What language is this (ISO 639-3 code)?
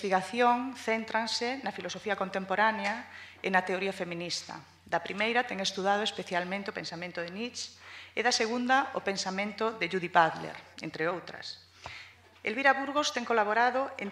glg